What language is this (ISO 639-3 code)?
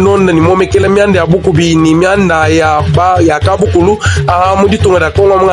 lua